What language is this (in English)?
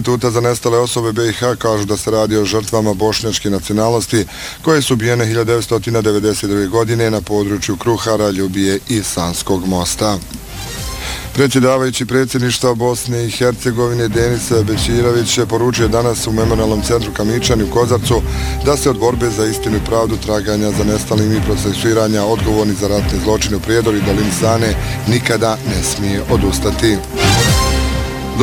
Bosnian